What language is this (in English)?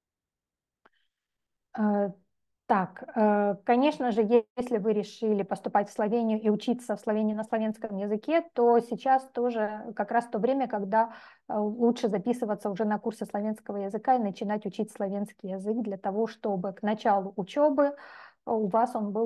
Russian